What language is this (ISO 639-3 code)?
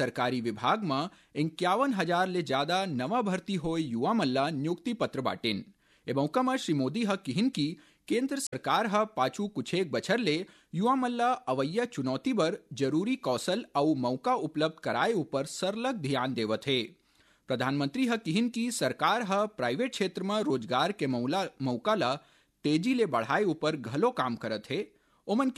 hne